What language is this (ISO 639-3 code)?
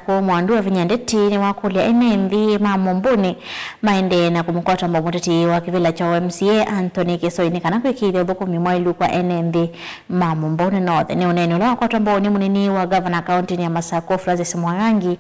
kam